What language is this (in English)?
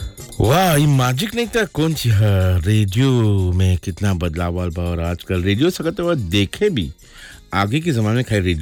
Bhojpuri